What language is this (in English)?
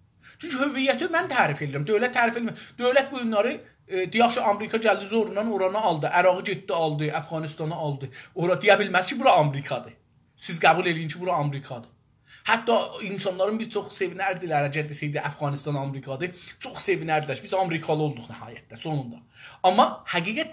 South Azerbaijani